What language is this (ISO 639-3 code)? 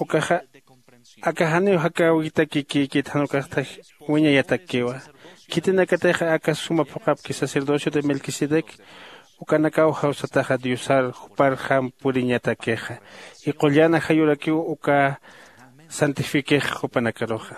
aym